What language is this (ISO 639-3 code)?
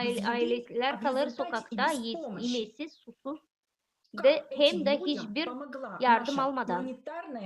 gag